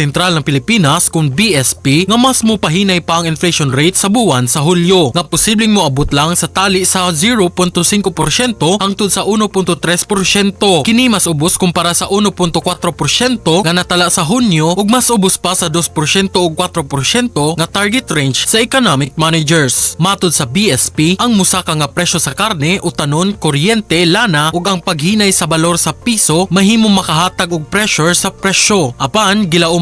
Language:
Cebuano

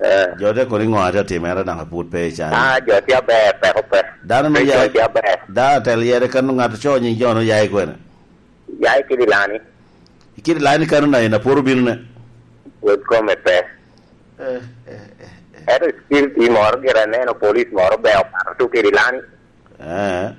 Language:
Lango (Uganda)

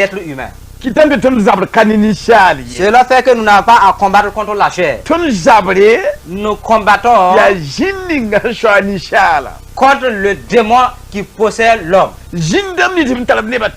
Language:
Mossi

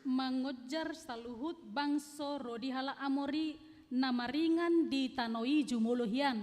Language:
Batak Toba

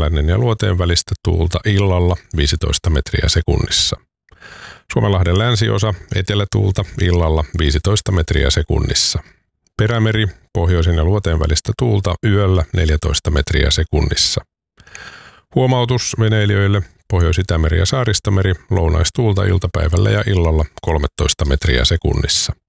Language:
Finnish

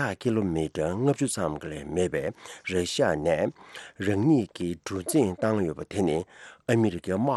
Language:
Tibetan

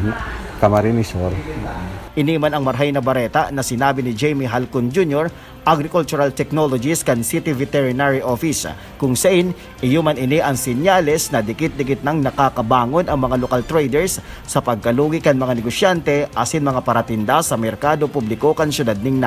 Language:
Bikol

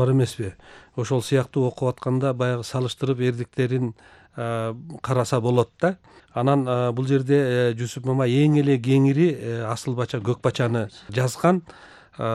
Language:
Kyrgyz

